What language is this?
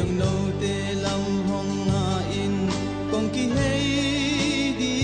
Tedim Chin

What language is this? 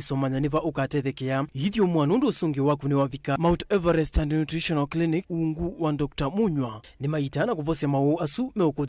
Kamba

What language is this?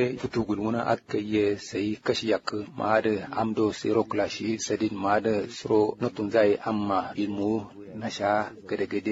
Kanuri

